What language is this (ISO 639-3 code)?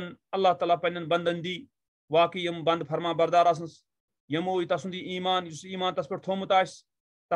kas